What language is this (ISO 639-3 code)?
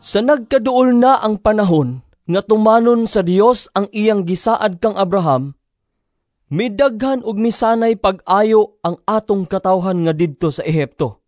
ceb